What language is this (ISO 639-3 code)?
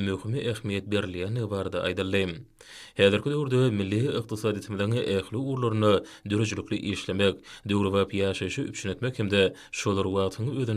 tuk